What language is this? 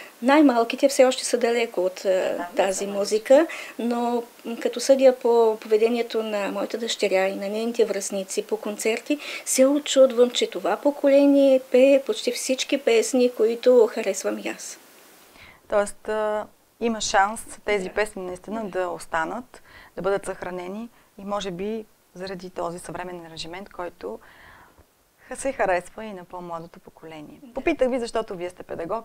Bulgarian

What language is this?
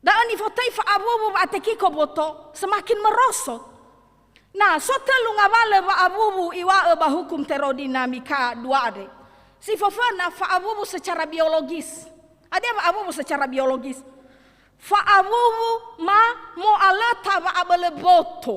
Nias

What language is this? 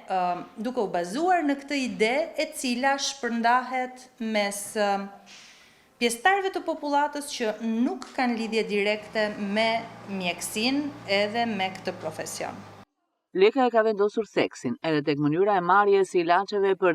Albanian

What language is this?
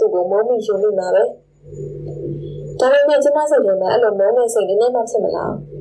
Burmese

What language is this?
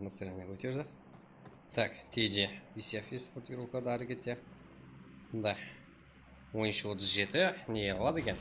Kara-Kalpak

